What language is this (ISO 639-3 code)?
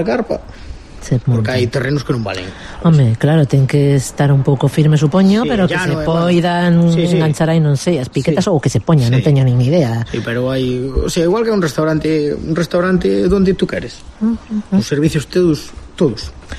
glg